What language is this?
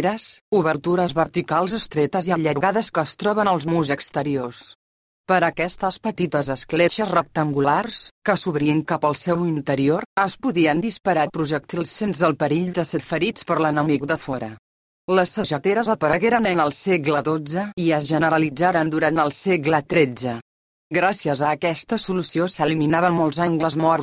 Catalan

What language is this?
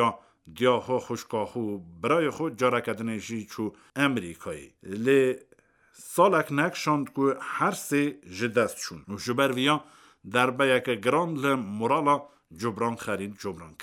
Kurdish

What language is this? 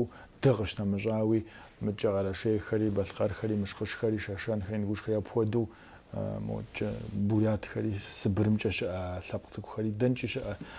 Kabardian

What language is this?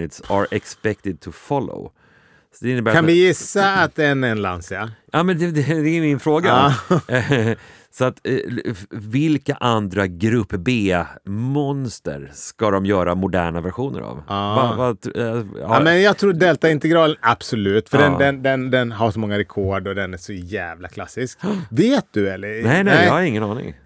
Swedish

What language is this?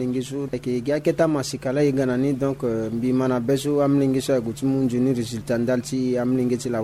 Sango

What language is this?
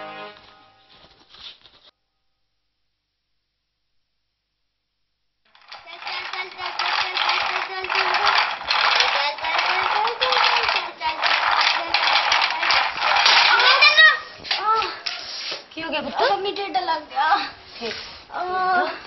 Punjabi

